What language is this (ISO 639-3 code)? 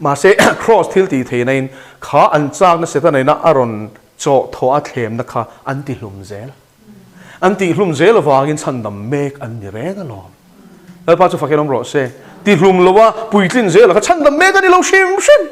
lus